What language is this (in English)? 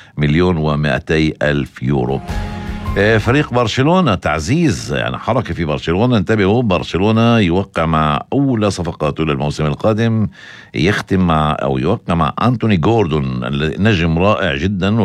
North Levantine Arabic